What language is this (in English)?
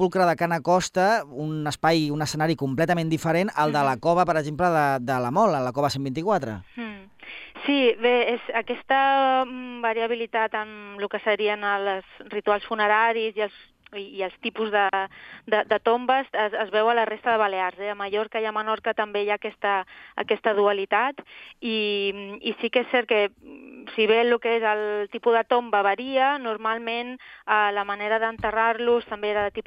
Catalan